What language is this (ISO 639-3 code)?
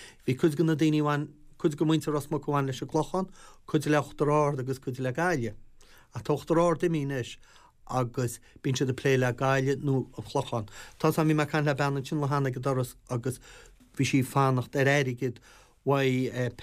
gle